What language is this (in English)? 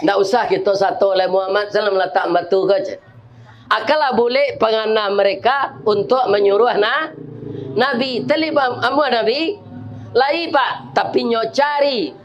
Minangkabau